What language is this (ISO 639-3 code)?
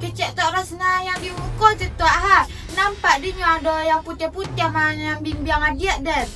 min